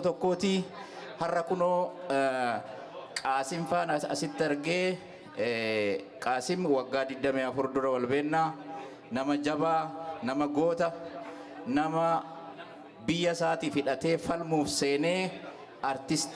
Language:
Oromo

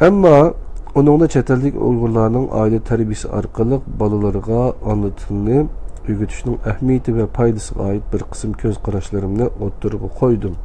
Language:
Uyghur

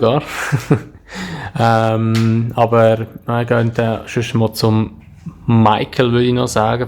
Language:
Swiss German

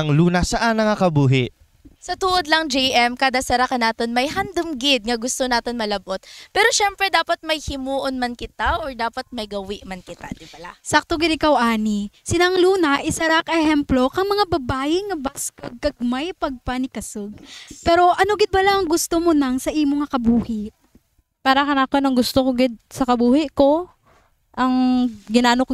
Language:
Kinaray-a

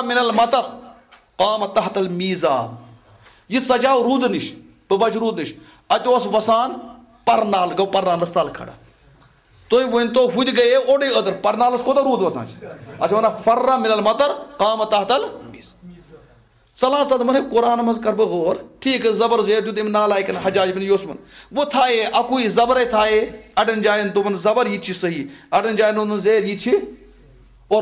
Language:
Kashmiri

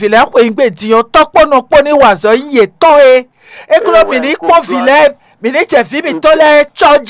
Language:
Fon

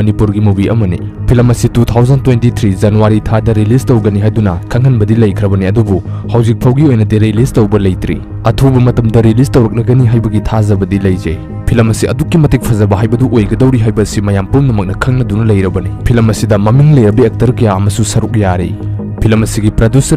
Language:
Manipuri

